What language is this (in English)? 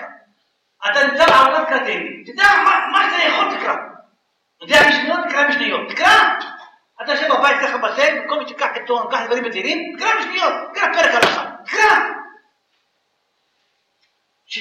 Hebrew